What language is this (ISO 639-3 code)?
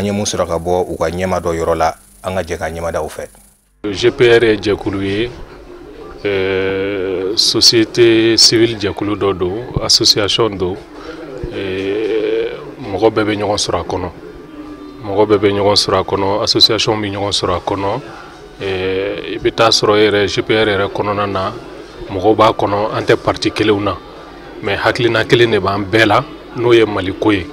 bam